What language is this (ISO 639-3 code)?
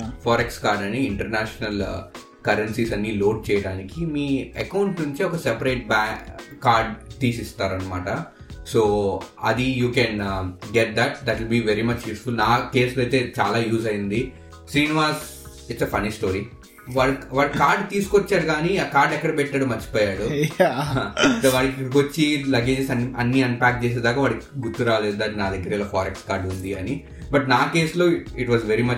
tel